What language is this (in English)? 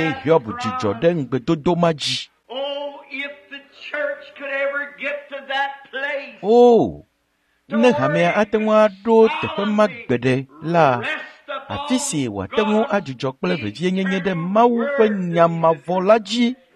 Ewe